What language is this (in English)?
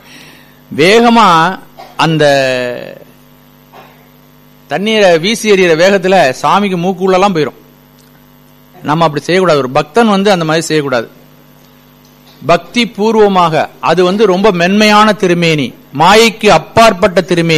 Tamil